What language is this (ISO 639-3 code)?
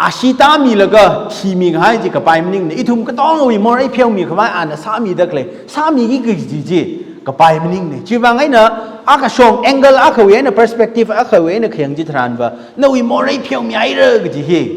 nmf